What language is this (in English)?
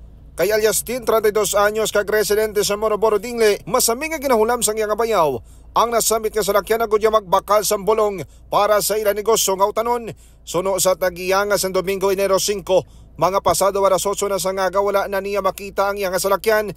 Hiligaynon